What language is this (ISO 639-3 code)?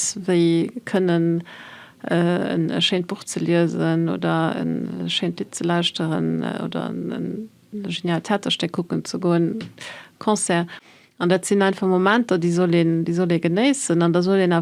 ltz